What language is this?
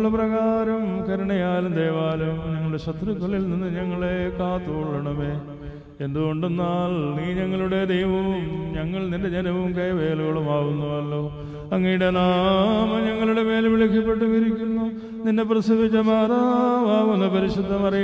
Malayalam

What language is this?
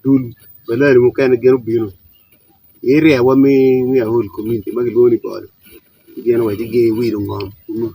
Acoli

